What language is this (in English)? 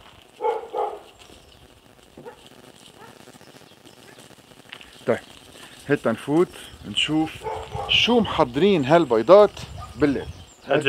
North Levantine Arabic